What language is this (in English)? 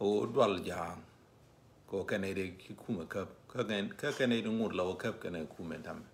Nuer